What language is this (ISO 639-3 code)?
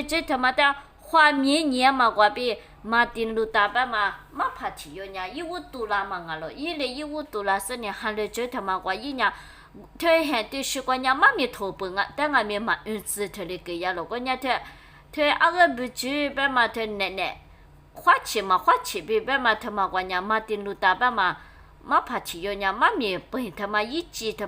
lis